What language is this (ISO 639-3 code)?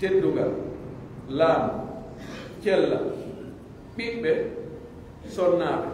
fuf